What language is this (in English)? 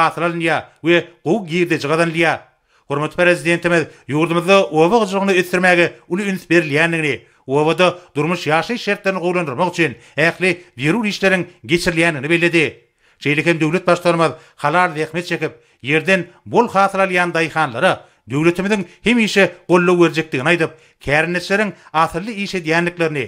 Turkmen